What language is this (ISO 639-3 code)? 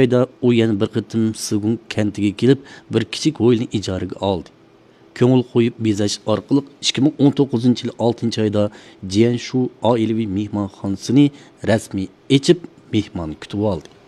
uig